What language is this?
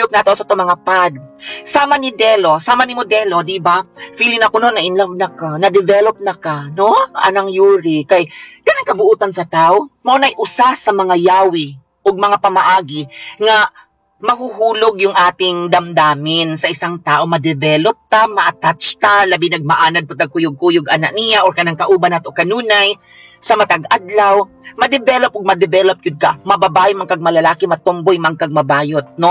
Cebuano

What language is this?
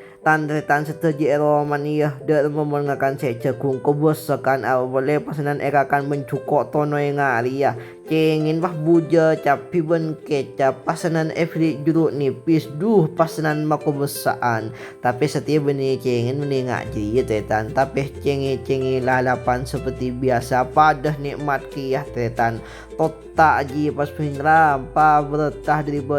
Madurese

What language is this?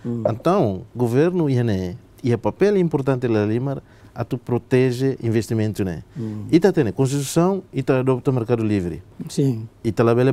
Tetum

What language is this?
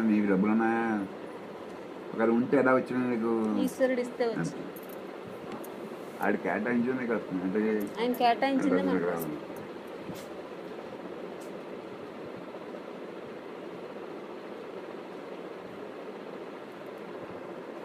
Telugu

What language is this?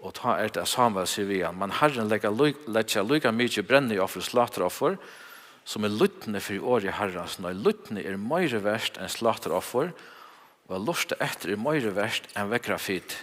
Faroese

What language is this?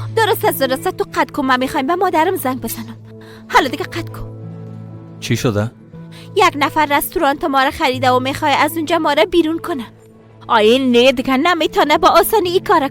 Persian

